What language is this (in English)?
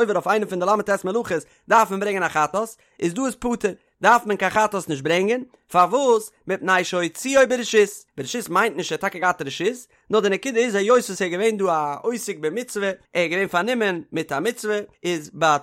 Yiddish